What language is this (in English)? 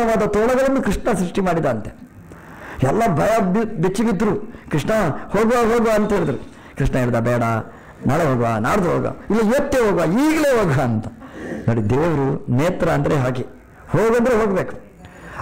Kannada